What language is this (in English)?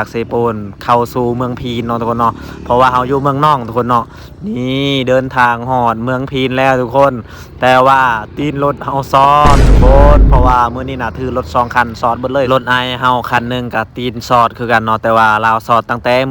Lao